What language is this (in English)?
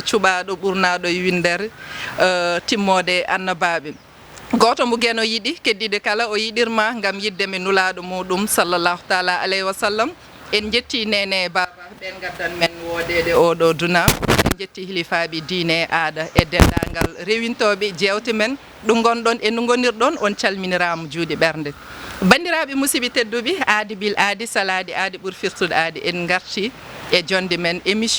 Fula